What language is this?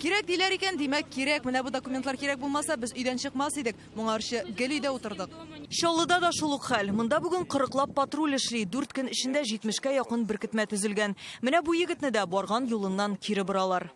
Tatar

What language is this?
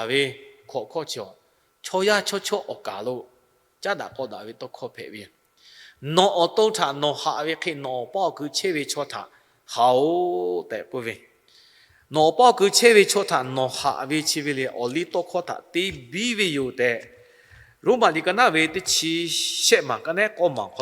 Lahu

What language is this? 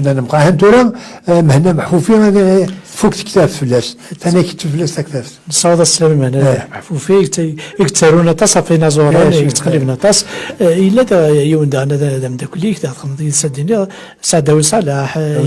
Kabyle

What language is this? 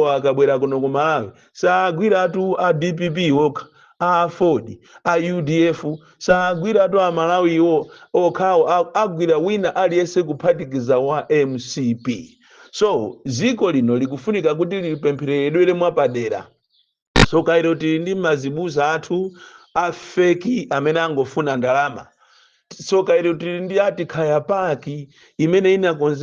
Nyanja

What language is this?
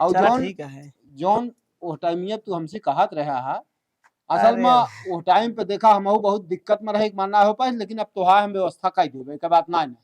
Awadhi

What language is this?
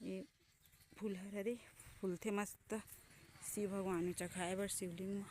Chhattisgarhi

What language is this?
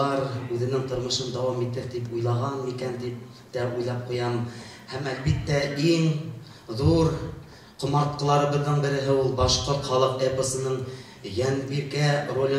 Bashkir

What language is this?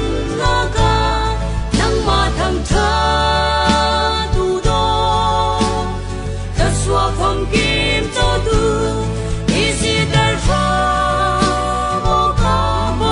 Falam Chin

